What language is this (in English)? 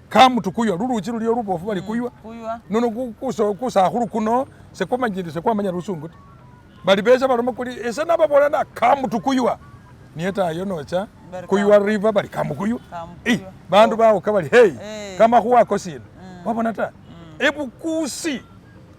Masaaba